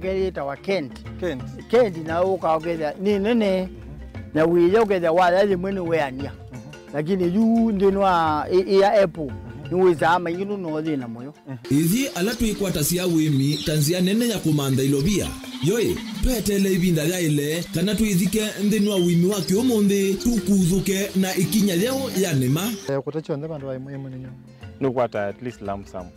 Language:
Kamba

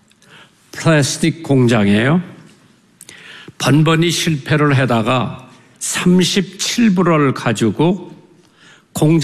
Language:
Korean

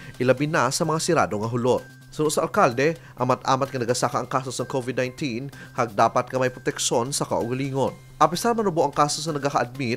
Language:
Hiligaynon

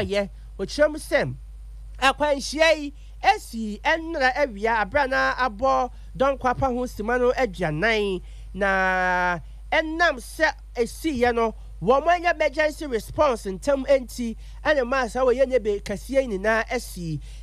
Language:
Akan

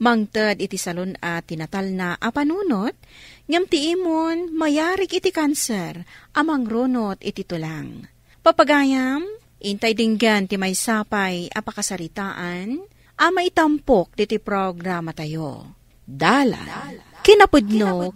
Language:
Iloko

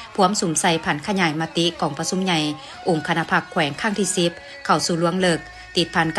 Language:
Lao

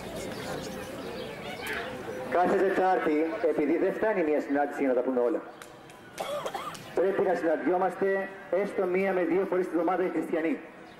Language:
Greek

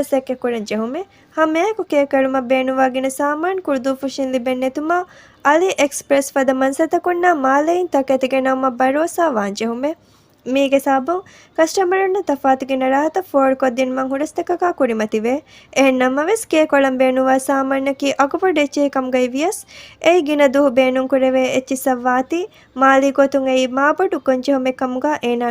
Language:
Divehi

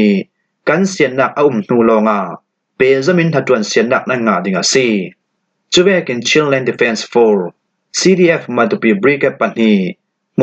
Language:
Falam Chin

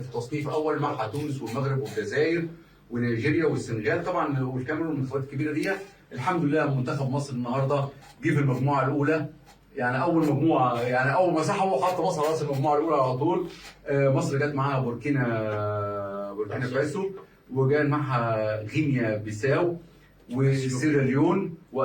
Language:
Egyptian Arabic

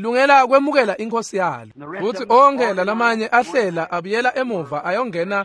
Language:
Swati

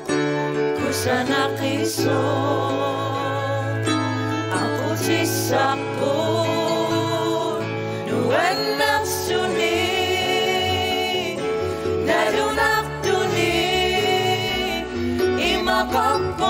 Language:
Kalaallisut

